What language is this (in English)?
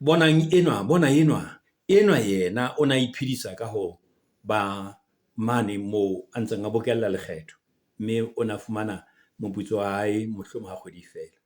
Southern Sotho